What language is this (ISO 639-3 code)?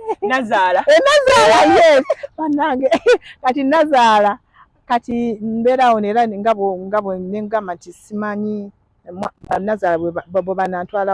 lug